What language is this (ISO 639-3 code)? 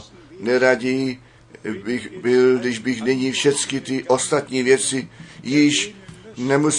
ces